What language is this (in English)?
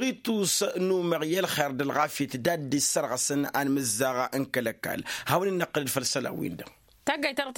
Tamasheq